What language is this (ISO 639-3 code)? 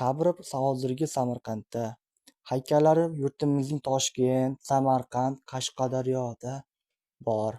uzb